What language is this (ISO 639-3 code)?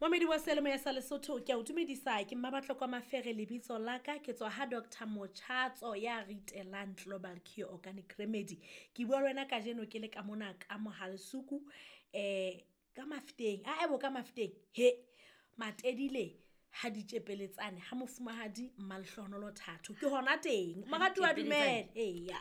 sot